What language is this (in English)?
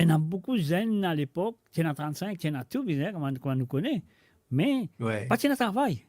Morisyen